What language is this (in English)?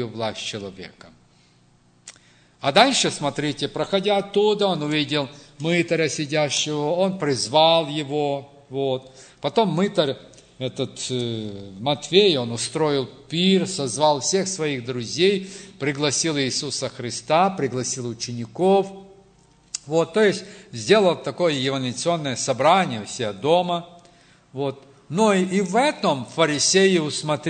Russian